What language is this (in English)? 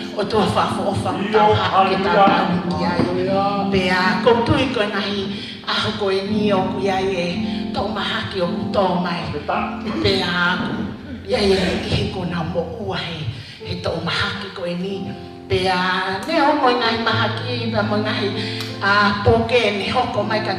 Tongan